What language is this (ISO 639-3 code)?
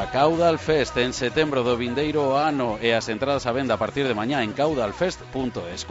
glg